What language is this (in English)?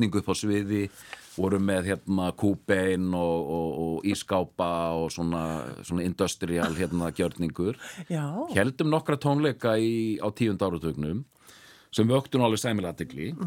Icelandic